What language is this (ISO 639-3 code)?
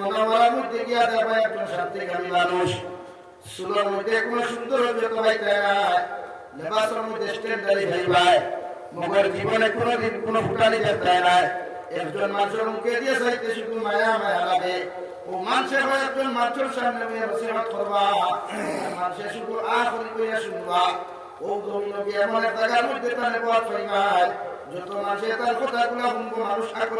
syl